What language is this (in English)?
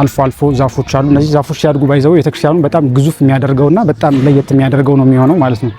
Amharic